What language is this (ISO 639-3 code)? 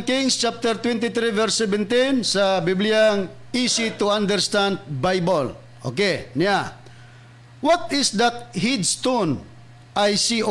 ceb